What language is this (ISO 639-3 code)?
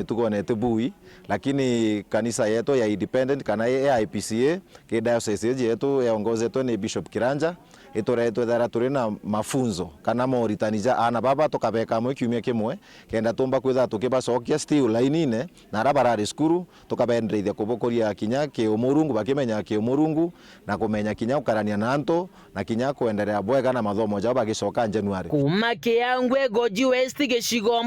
mer